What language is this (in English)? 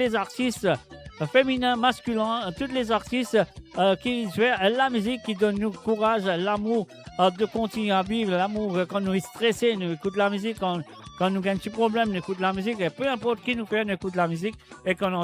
Morisyen